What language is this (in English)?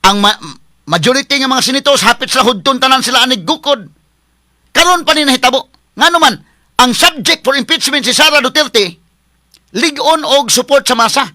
Cebuano